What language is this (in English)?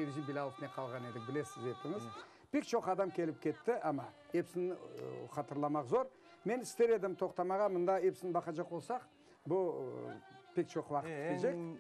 Crimean Tatar